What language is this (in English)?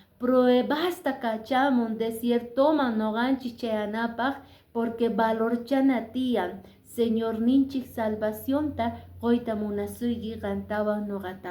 Quechua